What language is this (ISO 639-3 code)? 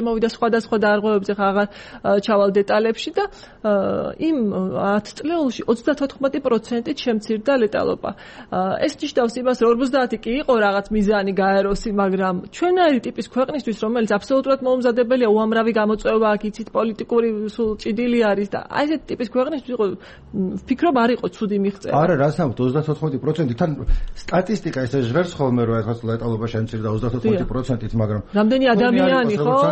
kat